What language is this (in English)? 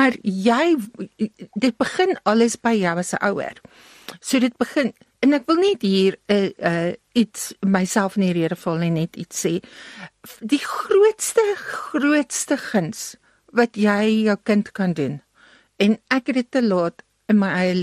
Afrikaans